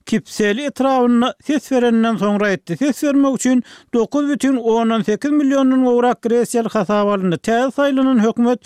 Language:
Turkmen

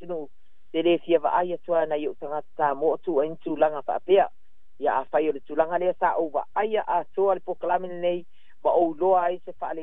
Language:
Samoan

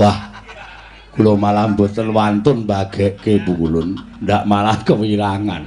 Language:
Javanese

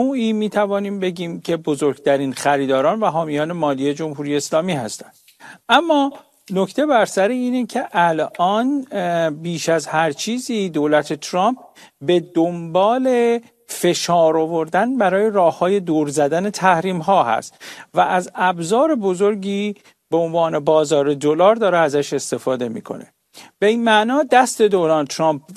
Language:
Persian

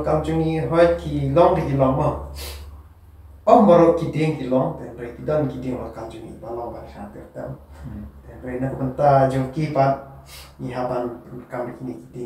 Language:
Khasi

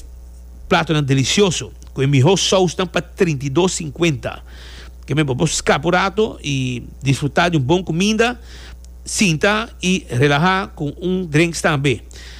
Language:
Papiamento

